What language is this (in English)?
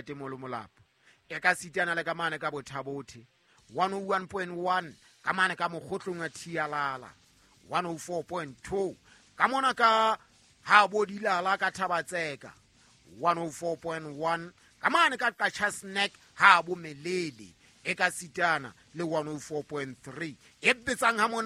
Southern Sotho